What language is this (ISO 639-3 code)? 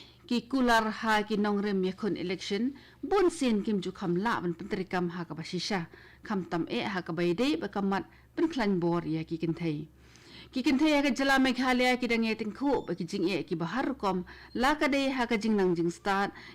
kha